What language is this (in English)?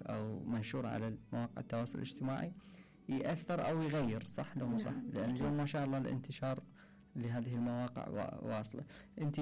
Mesopotamian Arabic